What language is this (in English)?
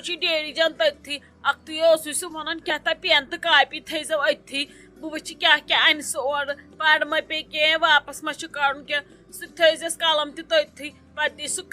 Kashmiri